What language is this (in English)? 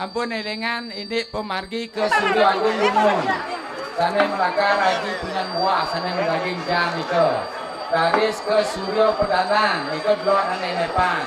Balinese